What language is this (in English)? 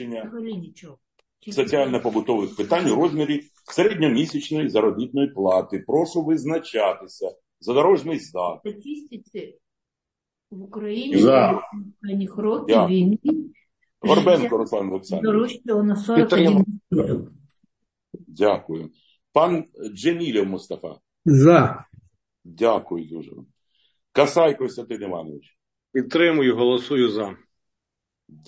Ukrainian